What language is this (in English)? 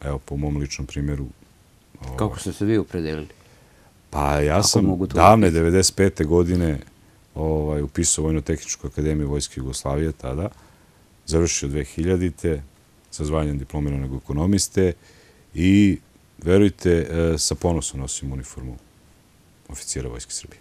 Serbian